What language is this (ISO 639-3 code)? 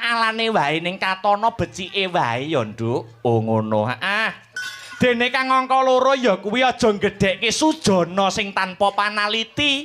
jav